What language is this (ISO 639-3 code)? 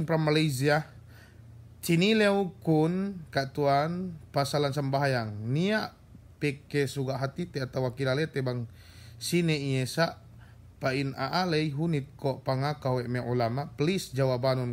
yka